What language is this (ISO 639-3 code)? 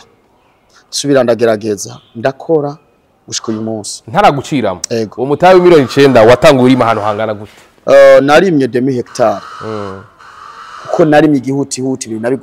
run